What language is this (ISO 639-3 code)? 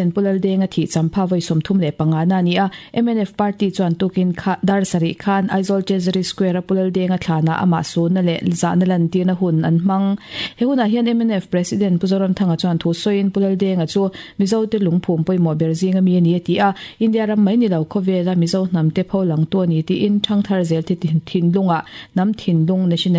lus